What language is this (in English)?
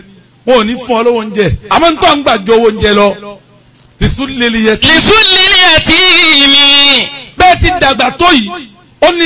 Yoruba